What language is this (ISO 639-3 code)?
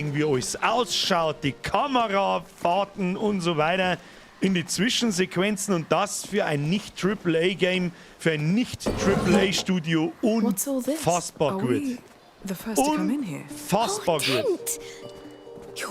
bar